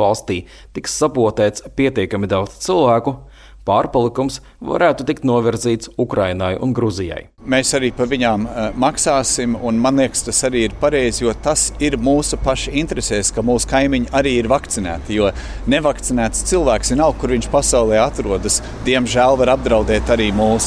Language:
Latvian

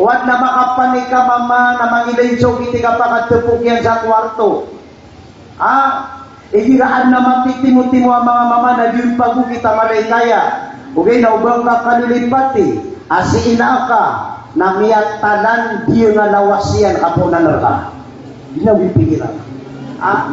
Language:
Maranao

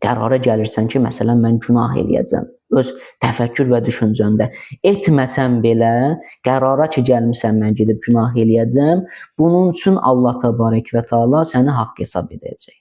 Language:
Azerbaijani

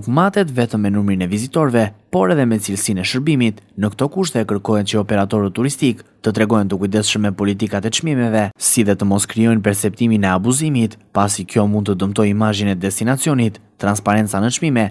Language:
Albanian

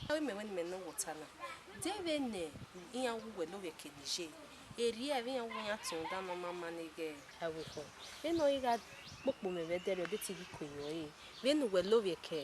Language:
Bini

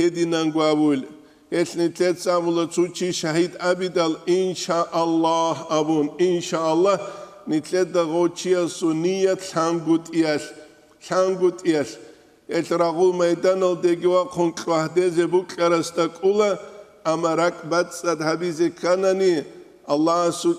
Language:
Avaric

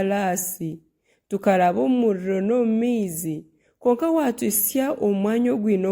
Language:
Nyankole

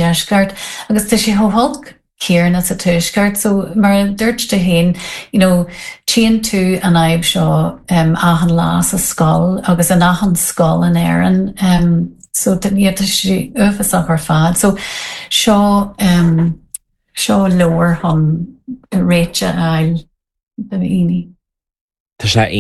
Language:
Irish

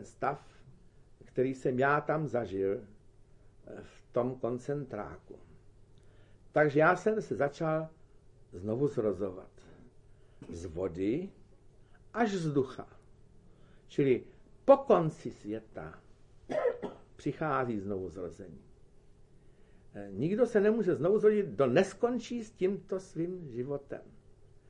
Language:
Czech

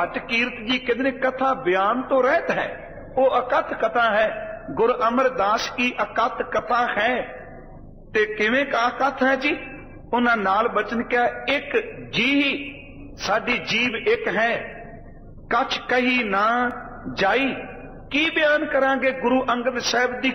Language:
Punjabi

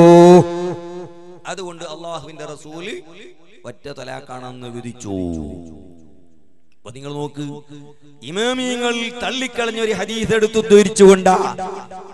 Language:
Malayalam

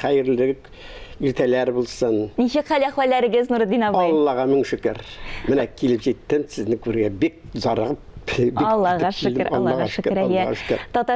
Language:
Tatar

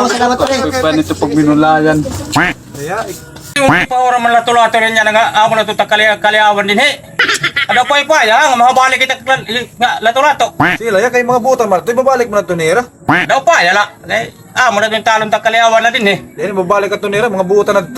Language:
Waray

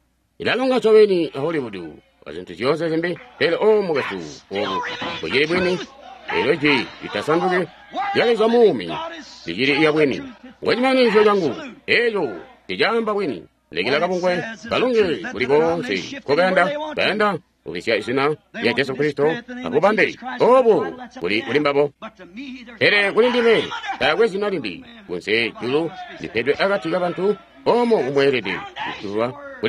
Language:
Tonga (Zambia)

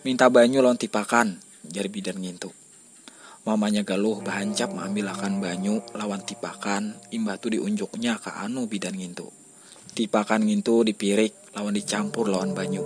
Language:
Banjar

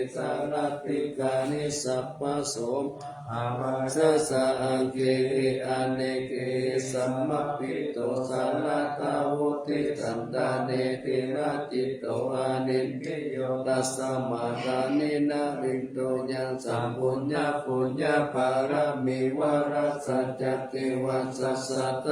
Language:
Pali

